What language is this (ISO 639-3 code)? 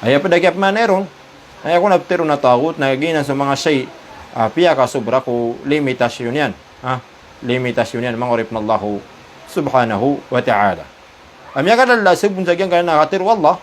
mrw